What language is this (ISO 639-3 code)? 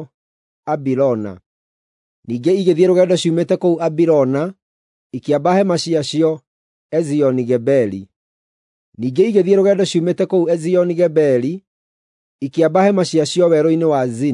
kik